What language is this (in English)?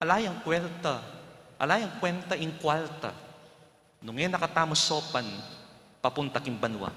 Pampanga